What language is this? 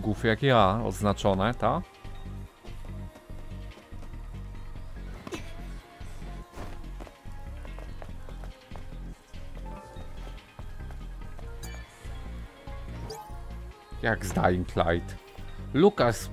Polish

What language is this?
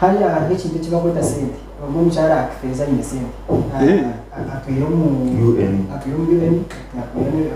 Nyankole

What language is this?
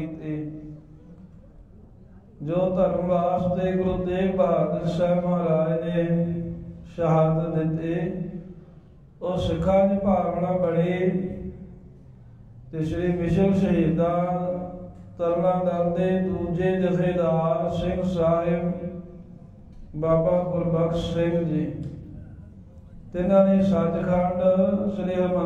Punjabi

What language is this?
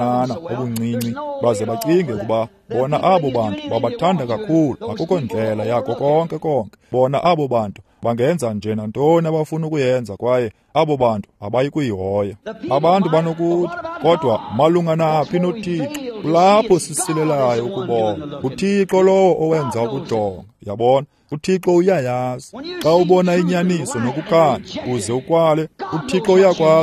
Xhosa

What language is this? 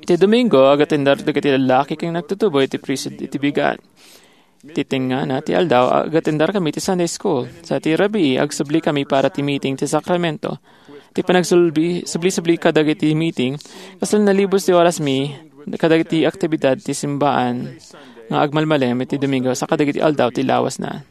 Iloko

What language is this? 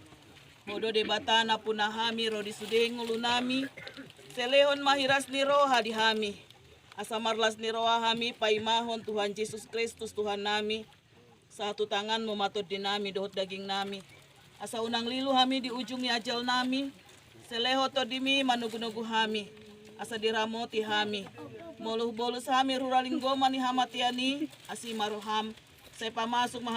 Batak Toba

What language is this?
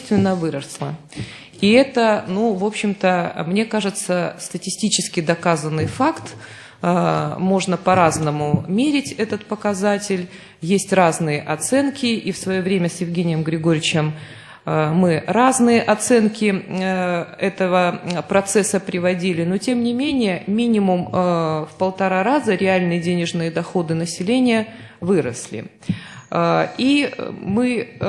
Russian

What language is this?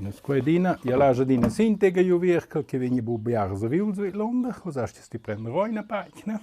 Romansh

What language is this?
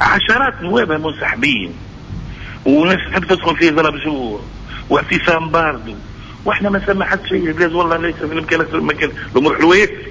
Tunisian Arabic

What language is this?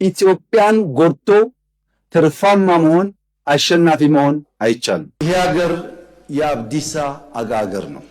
Amharic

